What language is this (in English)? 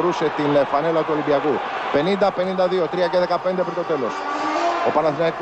Greek